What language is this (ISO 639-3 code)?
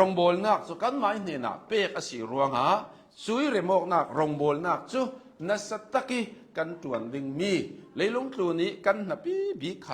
cnh